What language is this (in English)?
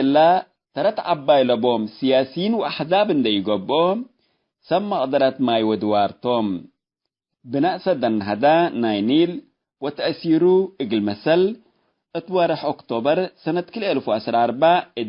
Tigre